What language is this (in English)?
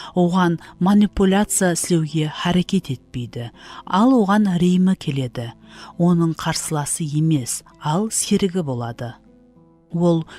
Kara-Kalpak